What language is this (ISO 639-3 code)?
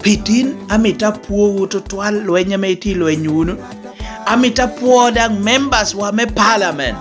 laj